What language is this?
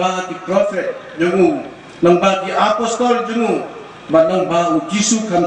Khasi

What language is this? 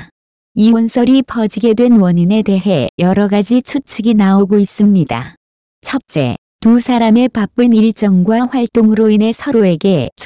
Korean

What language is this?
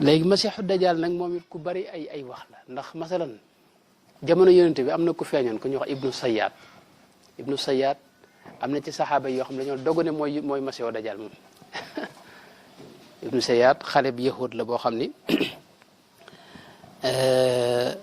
Wolof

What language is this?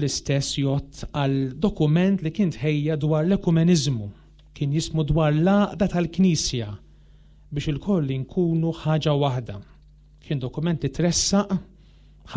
Maltese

